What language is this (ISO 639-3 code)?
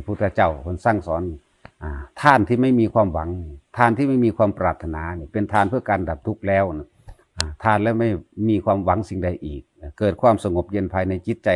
tts